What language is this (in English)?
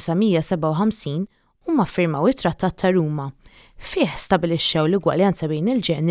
Maltese